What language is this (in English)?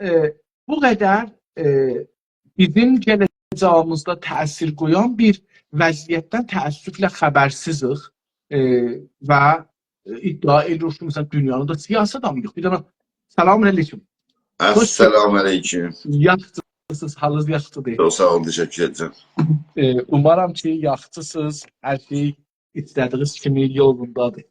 South Azerbaijani